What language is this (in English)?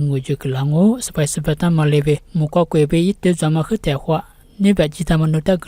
Lisu